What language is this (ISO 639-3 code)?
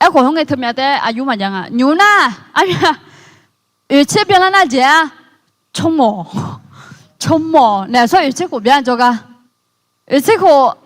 ahk